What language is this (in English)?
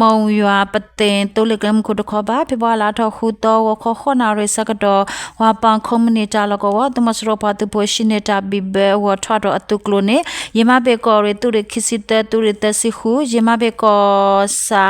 S'gaw Karen